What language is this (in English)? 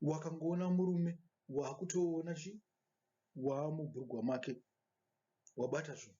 Shona